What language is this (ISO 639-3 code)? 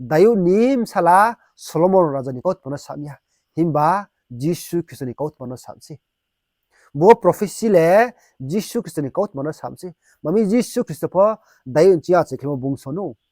ria